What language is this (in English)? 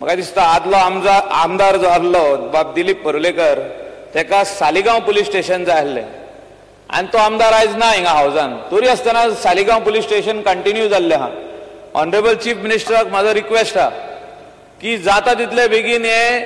Konkani